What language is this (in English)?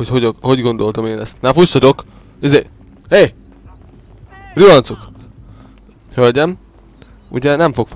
Hungarian